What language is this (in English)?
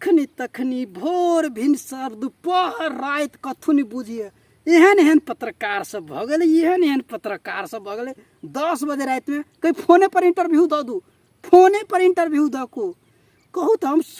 Maithili